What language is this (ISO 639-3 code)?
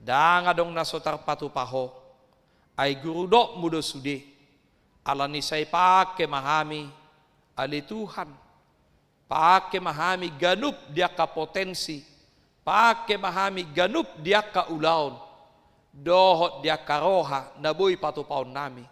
bbc